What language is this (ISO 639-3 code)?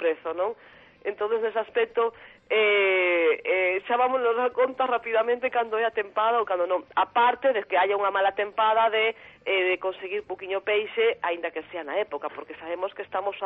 glg